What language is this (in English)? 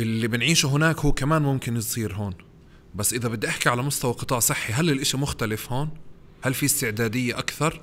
North Levantine Arabic